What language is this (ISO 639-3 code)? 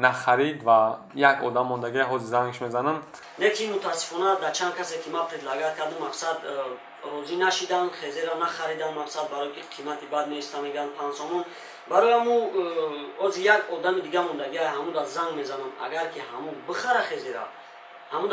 tgk